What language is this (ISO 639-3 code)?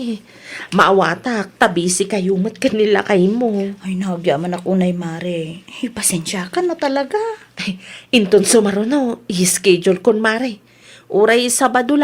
ilo